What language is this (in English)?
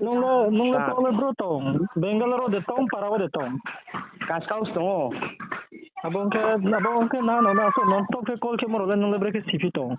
Riang (India)